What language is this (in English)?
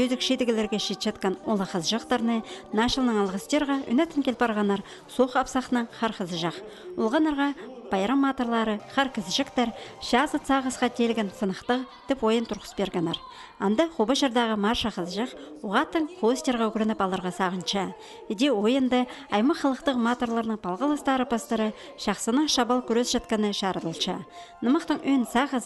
Khakas